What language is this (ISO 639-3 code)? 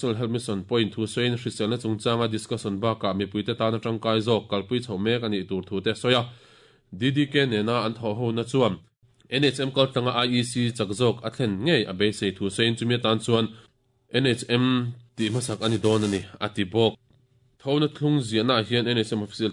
lus